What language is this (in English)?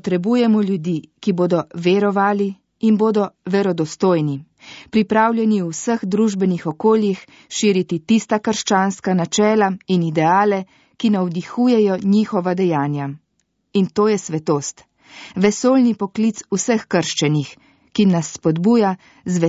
Slovenian